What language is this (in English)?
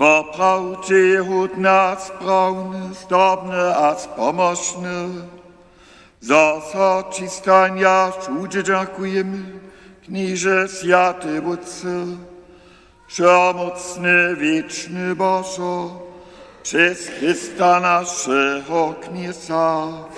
Upper Sorbian